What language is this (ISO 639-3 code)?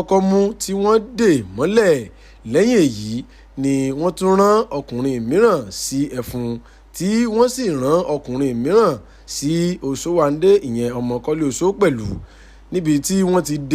yor